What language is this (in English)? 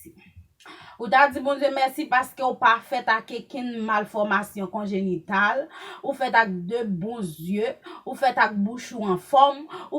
Haitian Creole